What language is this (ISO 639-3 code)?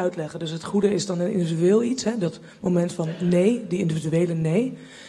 nld